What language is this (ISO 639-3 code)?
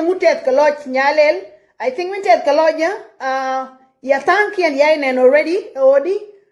nus